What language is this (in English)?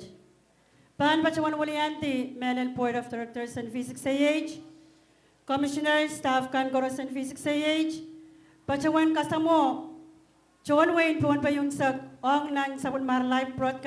Pohnpeian